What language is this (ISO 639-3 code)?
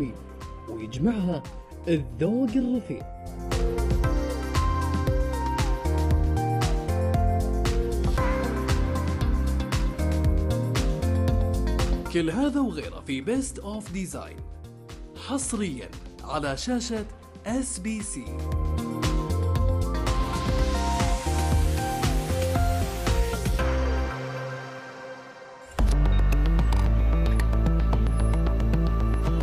ara